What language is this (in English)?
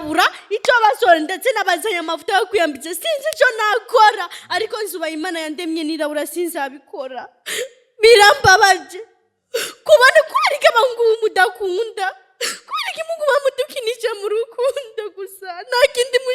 Rundi